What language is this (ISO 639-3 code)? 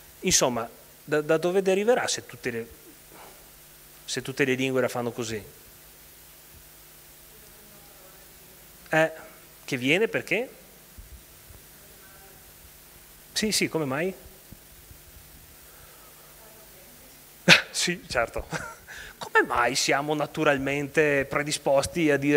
ita